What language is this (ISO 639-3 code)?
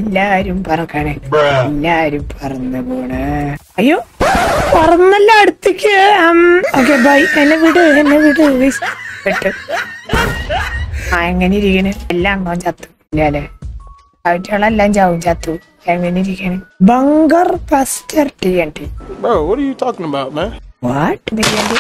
mal